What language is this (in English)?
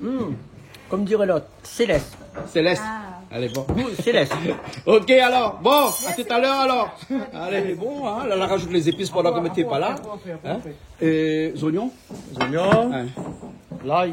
Réunion Creole French